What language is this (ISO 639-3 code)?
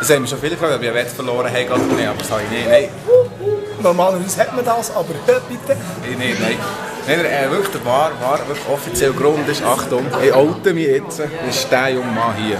gsw